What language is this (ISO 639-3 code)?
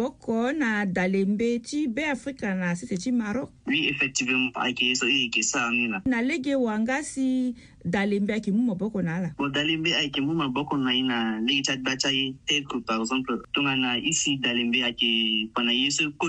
sag